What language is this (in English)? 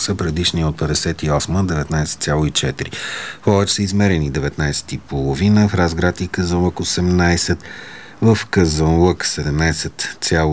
Bulgarian